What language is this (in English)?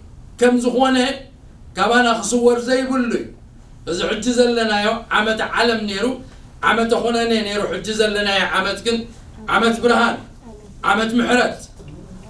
Tigrinya